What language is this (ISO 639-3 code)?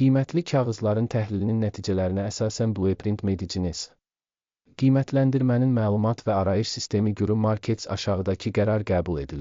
aze